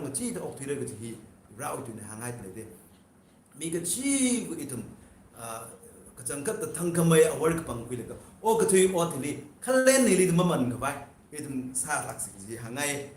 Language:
Tangkhul Naga (India)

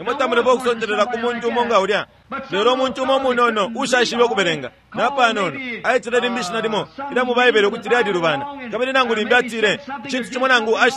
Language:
Bemba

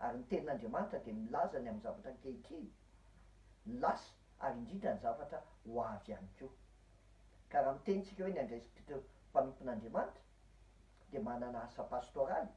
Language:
Malagasy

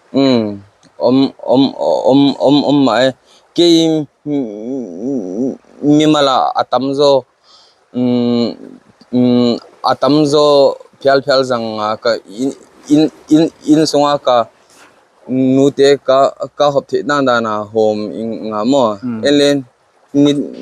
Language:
Paite Chin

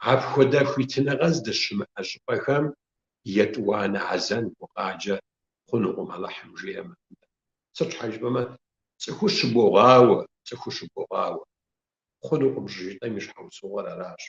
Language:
Kabardian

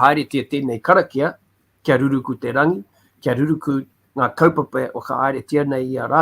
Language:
Māori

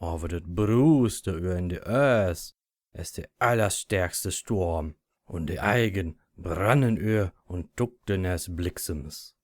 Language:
Low German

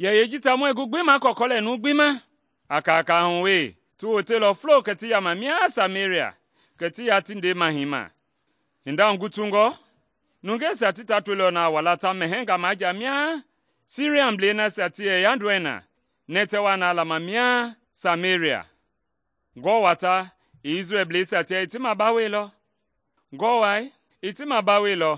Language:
Mende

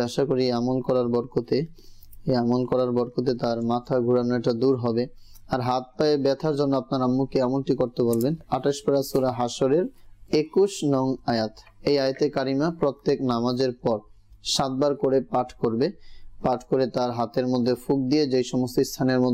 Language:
Bangla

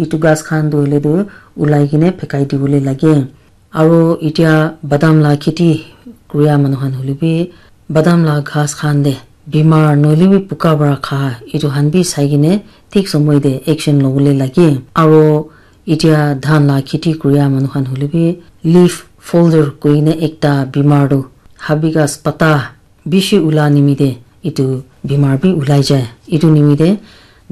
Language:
Naga Pidgin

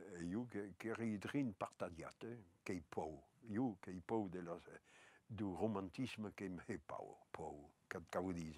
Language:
Occitan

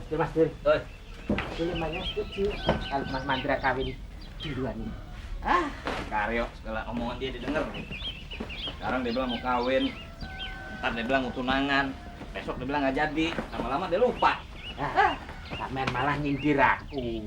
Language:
Betawi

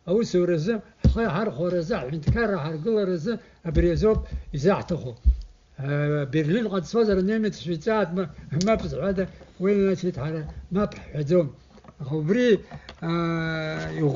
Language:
Abkhazian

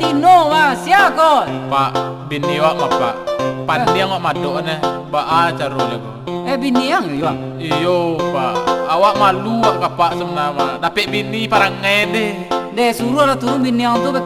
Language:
Minangkabau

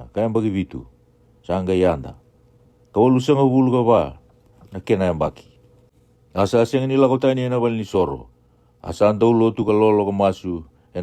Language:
Fijian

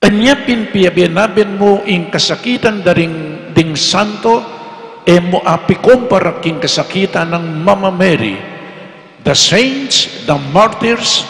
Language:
Pampanga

